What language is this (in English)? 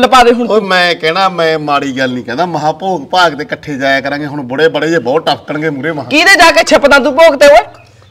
Punjabi